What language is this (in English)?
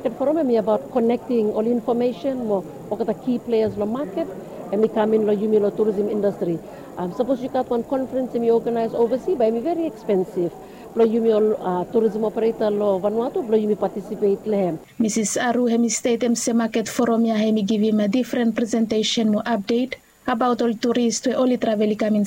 Bislama